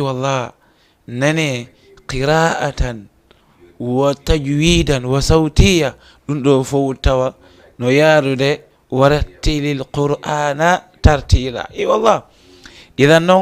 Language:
Fula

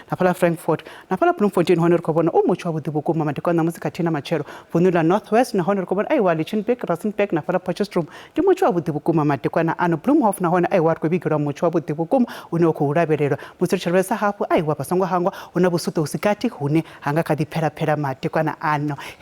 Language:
Venda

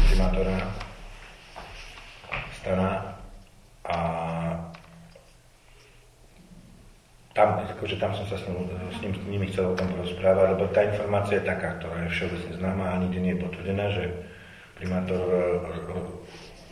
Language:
Slovak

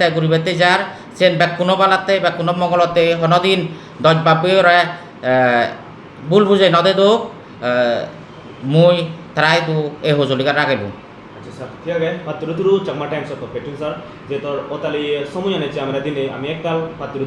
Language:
Chakma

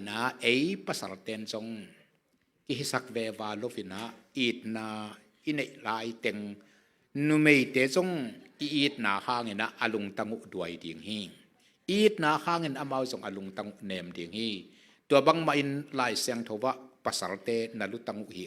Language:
Tedim Chin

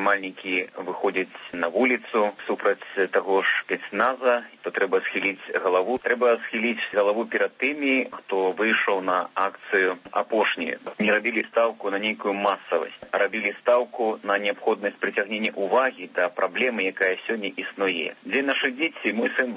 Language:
Belarusian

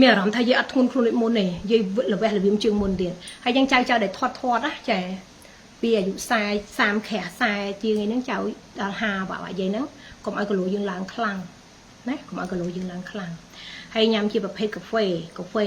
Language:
Khmer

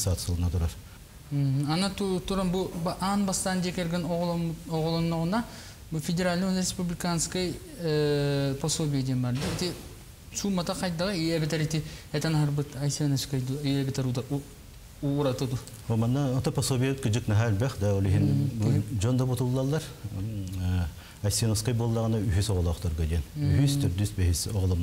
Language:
Yakut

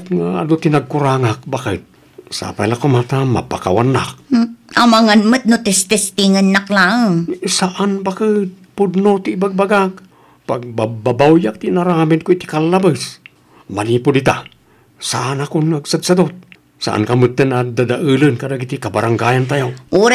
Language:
Iloko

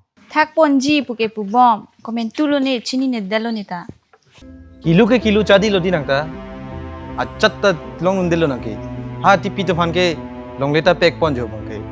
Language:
Karbi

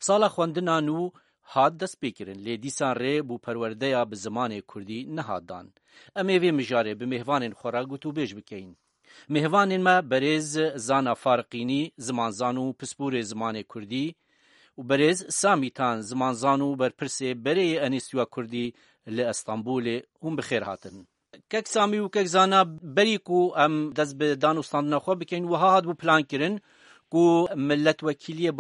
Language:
Kurdish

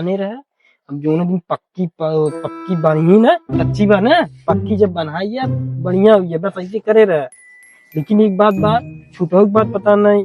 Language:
Awadhi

